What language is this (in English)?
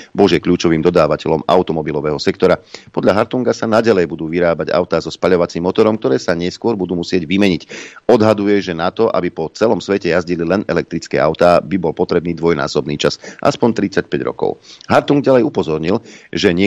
Slovak